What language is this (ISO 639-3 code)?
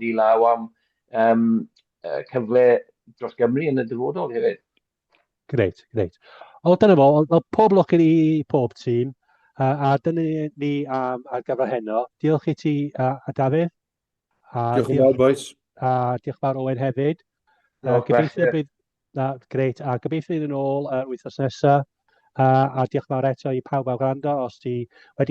cym